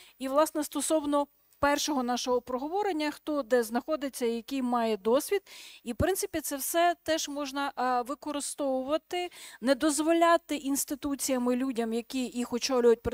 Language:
Ukrainian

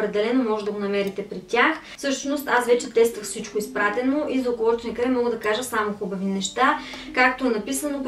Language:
Bulgarian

